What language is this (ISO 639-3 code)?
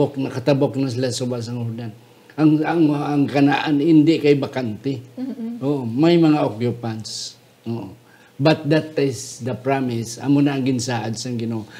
hil